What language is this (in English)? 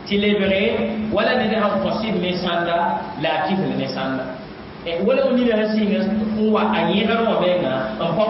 Mossi